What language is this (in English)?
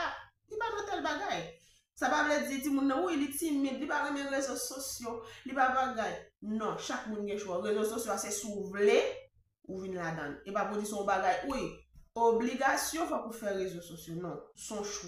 Haitian Creole